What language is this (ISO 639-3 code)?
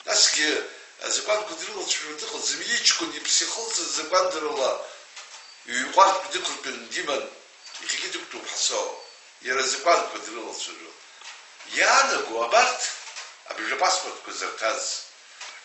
abk